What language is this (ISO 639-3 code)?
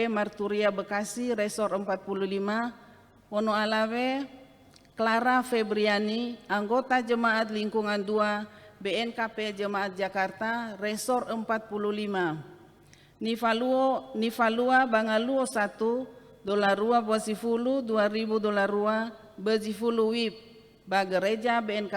nia